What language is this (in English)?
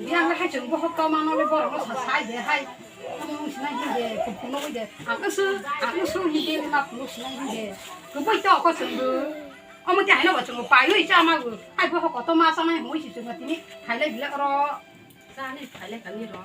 Kok Borok